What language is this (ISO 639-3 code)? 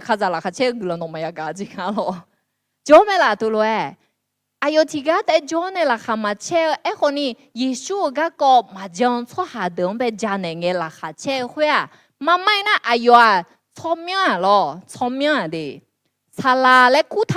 ahk